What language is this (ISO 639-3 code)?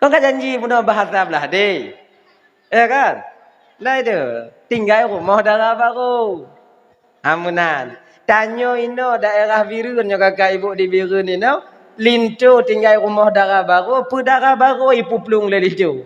ace